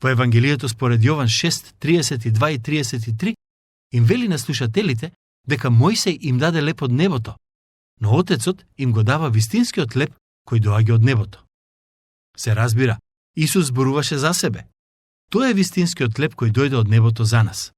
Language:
Macedonian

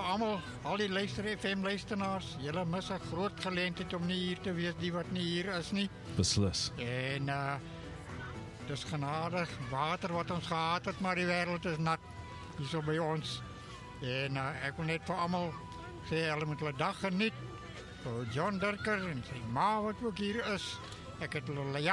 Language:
Afrikaans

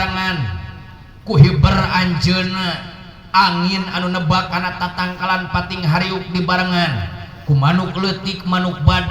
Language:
Sundanese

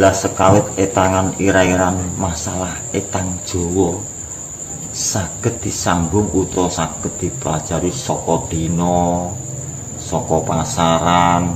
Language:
Javanese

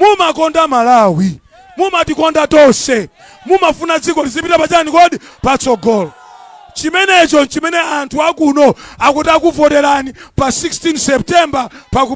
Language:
Nyanja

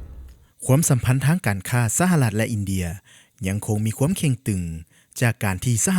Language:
Lao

